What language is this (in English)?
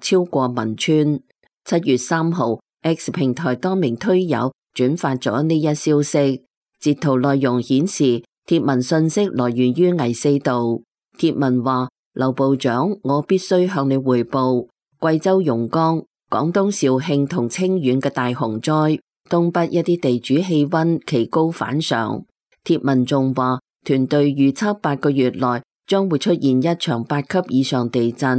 Cantonese